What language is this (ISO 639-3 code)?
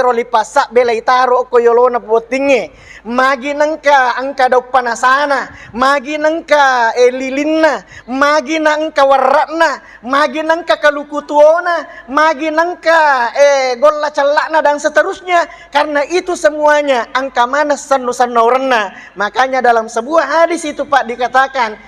bug